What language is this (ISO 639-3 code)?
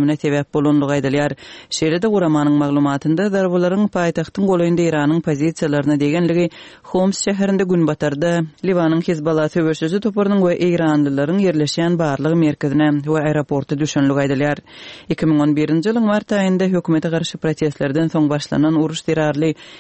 kir